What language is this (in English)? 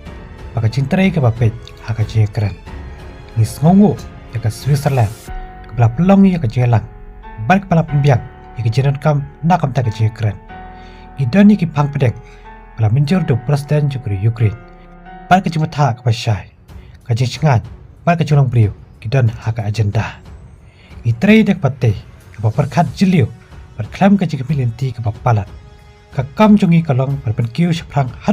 Khasi